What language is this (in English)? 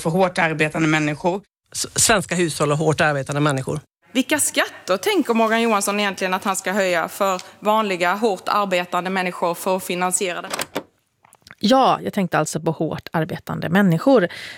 Swedish